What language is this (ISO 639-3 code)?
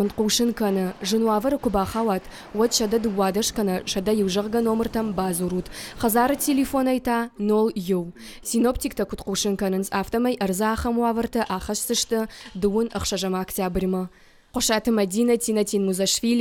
oss